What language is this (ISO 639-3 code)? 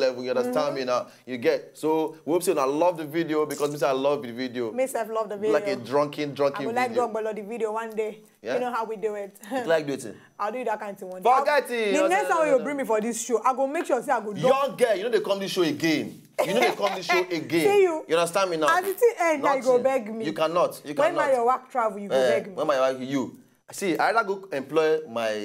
pcm